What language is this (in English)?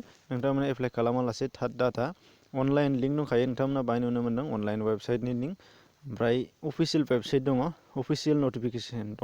Bodo